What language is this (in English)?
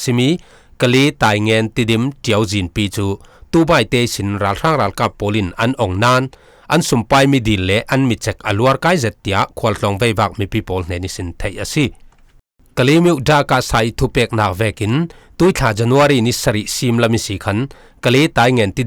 Falam Chin